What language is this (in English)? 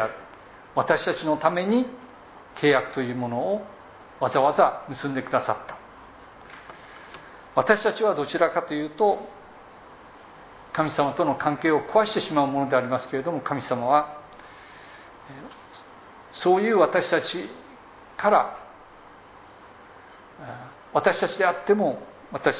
Japanese